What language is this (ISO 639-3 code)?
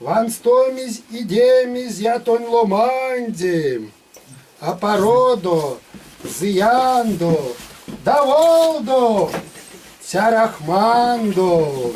myv